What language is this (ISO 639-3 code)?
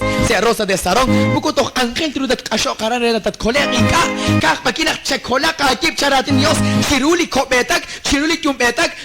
kek